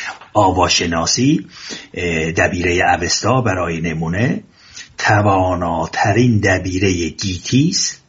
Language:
Persian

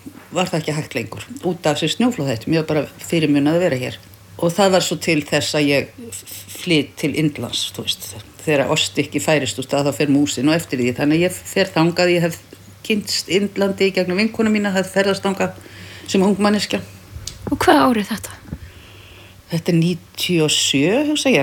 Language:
Icelandic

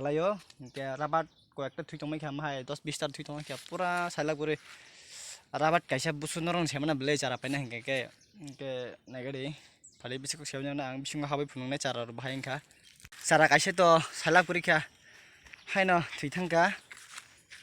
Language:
Kok Borok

